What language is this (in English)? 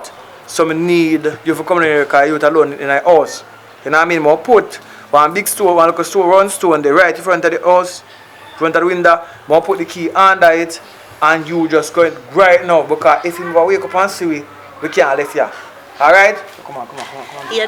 Jamaican Creole English